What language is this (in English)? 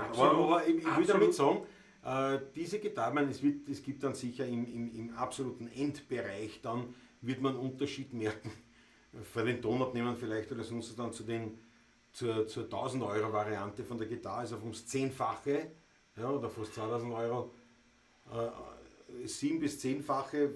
Bavarian